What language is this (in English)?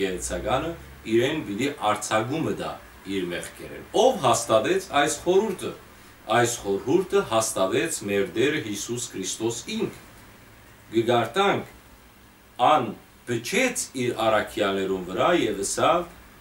Western Armenian